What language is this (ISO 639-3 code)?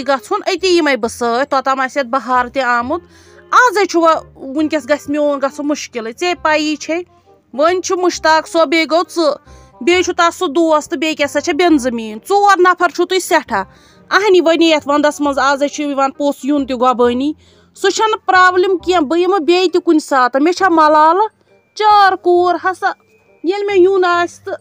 kas